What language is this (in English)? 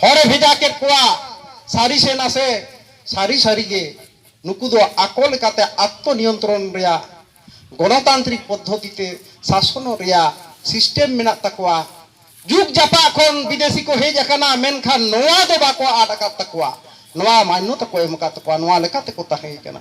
Santali